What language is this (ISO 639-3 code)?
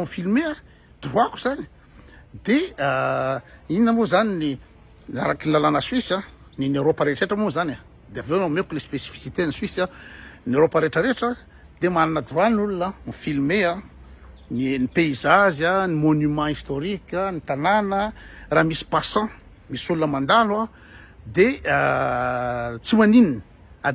mlg